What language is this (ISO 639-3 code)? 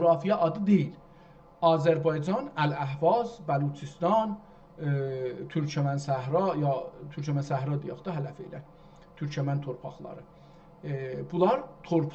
azb